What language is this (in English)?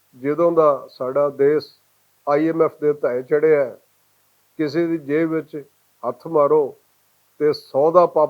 Western Panjabi